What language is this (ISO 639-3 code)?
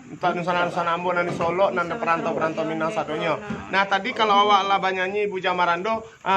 min